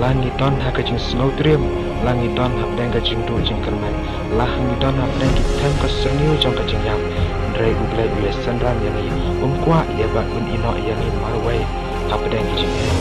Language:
Khasi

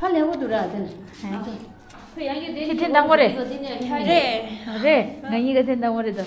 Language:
Tibetan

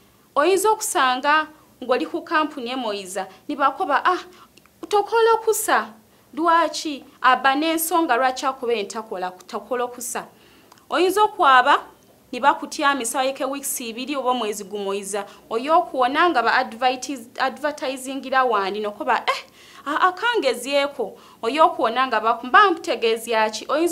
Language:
Ganda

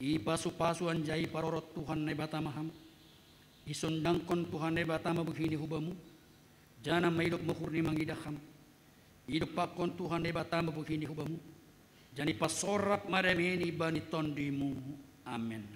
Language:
Batak Simalungun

